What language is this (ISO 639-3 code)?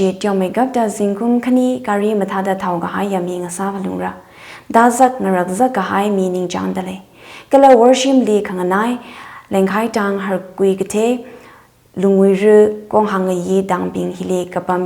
nmf